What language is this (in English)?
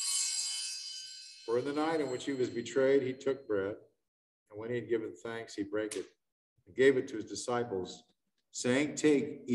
English